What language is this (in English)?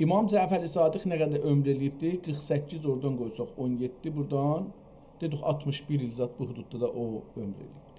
South Azerbaijani